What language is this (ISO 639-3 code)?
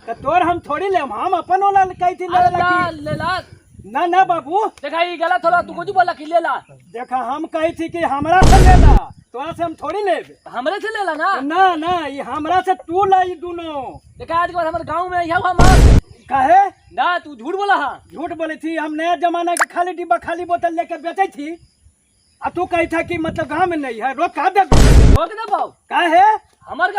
mag